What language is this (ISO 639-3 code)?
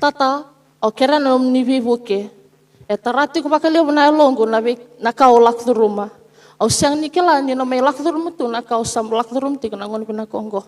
fij